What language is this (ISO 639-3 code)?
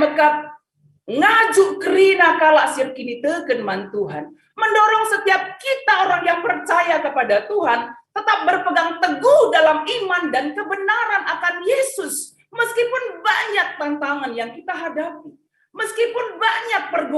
btx